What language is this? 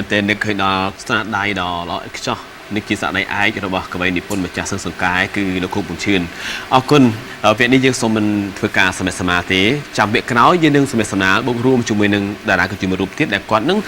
Khmer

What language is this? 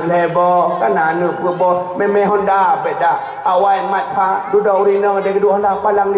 Achinese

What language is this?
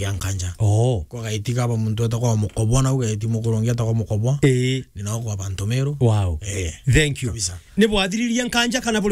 Meru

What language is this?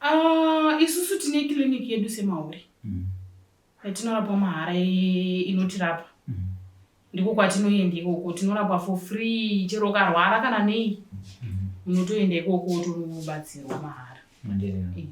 Shona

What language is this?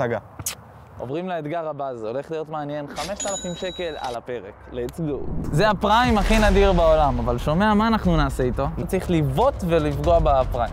Hebrew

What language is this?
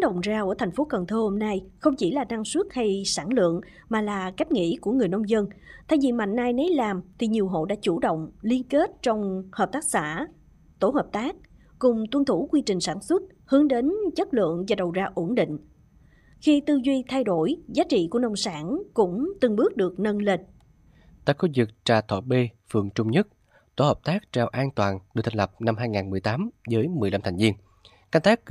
Vietnamese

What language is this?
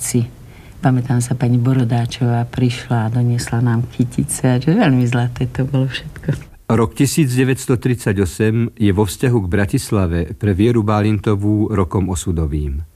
Slovak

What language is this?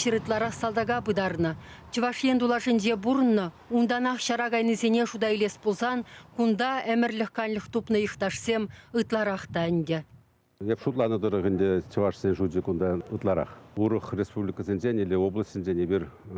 Chuvash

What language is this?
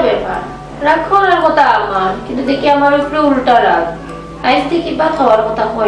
Sylheti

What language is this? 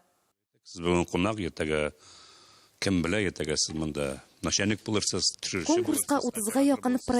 Tatar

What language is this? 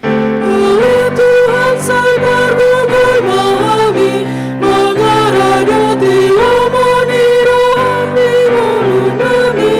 Batak Toba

